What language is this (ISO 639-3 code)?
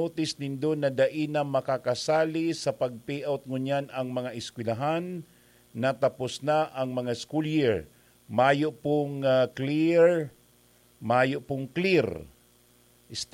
bik